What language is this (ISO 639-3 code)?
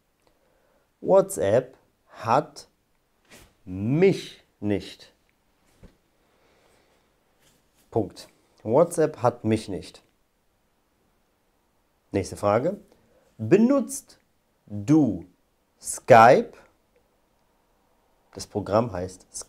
deu